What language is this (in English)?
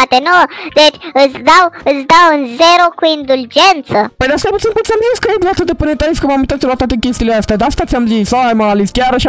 Romanian